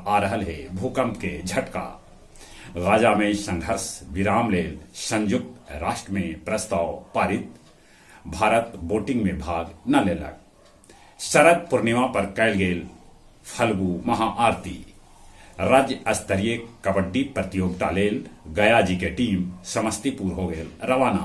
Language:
Magahi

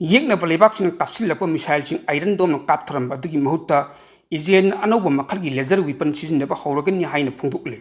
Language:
Manipuri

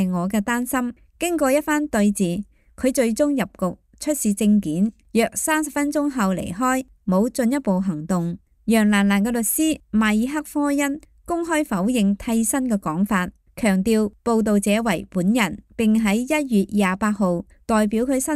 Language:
Cantonese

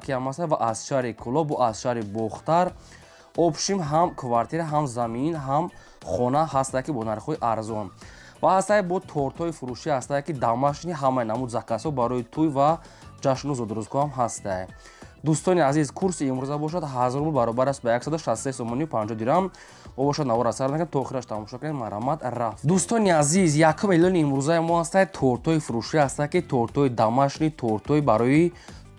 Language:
Tajik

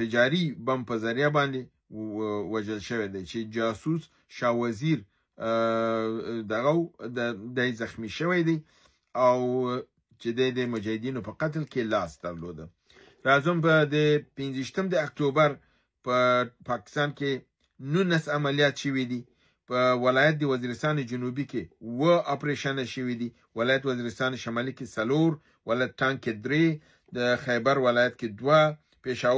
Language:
Pashto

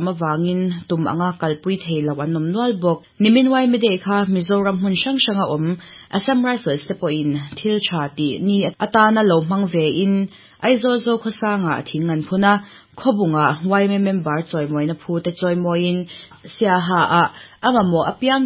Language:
Mizo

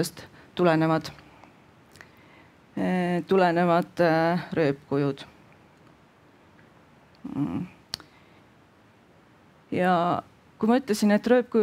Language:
Estonian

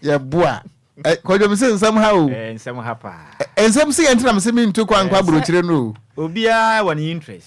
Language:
Akan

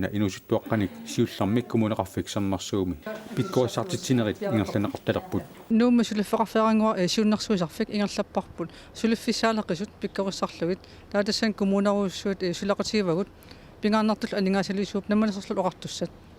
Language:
Kalaallisut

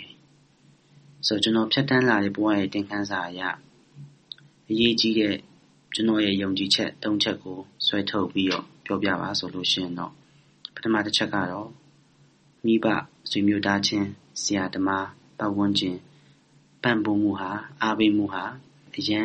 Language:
Burmese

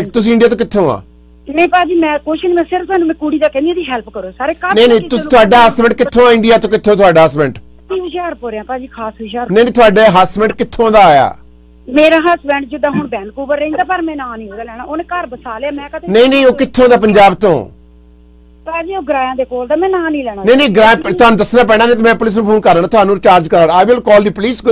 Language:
Punjabi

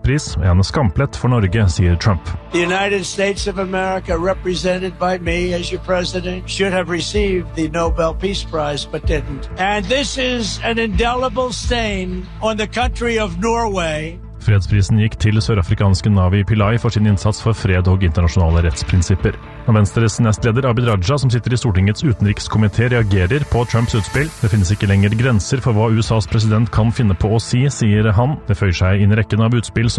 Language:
Norwegian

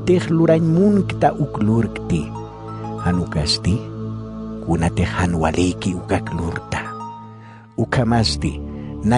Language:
Aymara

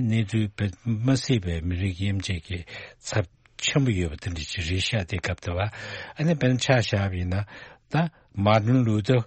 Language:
Tibetan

